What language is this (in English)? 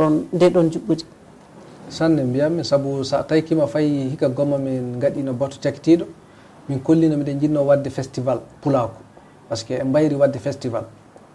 Fula